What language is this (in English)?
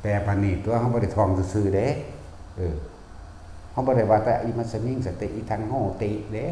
Northeastern Thai